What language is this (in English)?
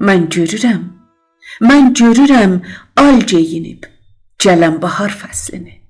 South Azerbaijani